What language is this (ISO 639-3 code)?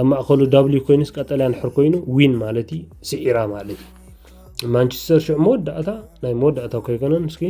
tir